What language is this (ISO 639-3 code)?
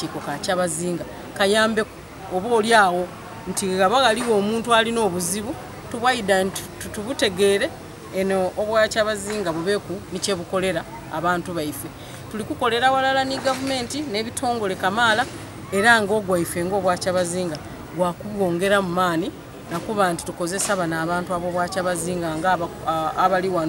xog